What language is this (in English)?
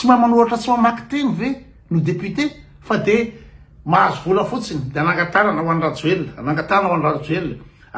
Malagasy